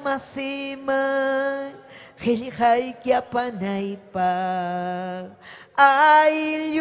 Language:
Ayacucho Quechua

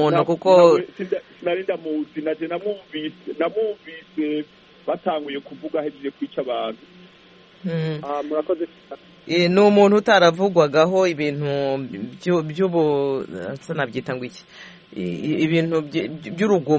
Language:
Kinyarwanda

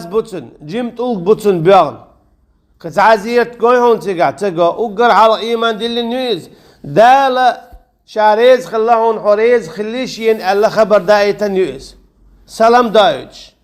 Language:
Chechen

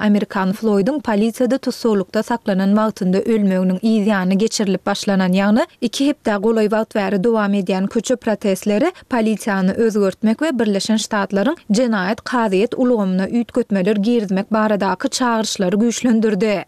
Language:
Turkmen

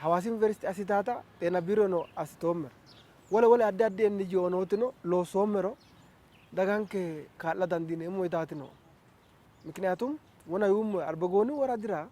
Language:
Sidamo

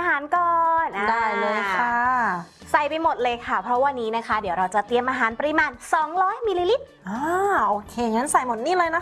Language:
Thai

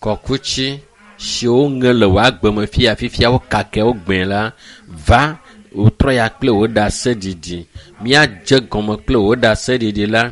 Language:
Ewe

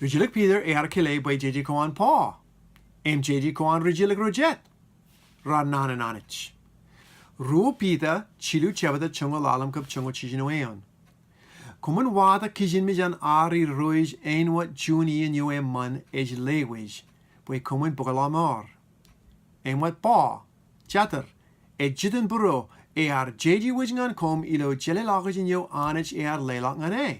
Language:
Marshallese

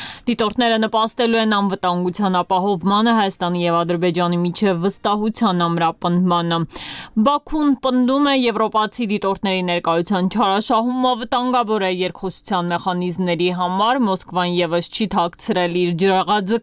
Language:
Armenian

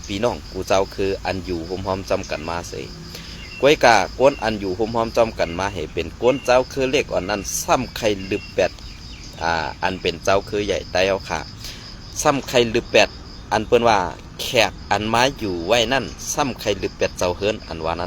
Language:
Shan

